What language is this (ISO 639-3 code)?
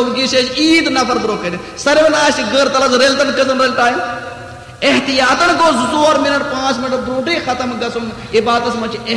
kas